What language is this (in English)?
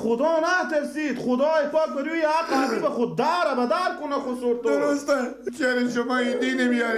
Persian